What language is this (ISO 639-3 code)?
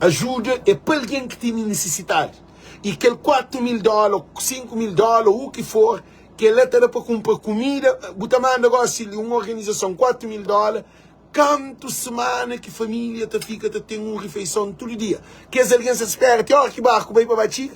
kea